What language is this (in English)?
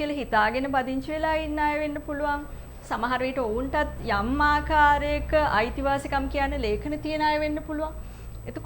Sinhala